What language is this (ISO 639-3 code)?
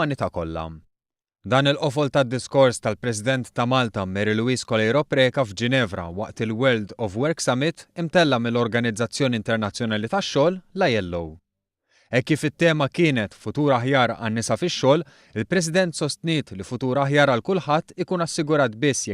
mlt